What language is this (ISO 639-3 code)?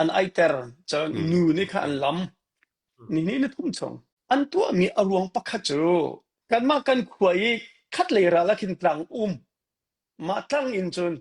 cnh